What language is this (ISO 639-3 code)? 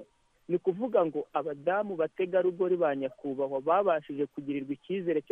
kin